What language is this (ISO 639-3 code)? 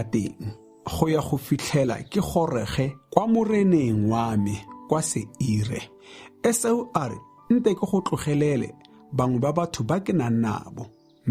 tsn